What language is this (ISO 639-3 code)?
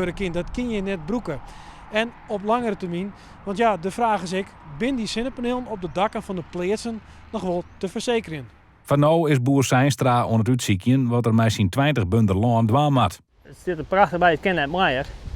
fry